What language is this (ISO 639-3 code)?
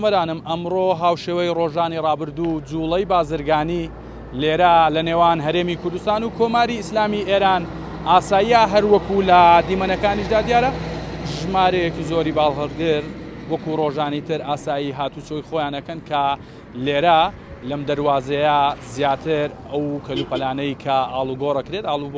ckb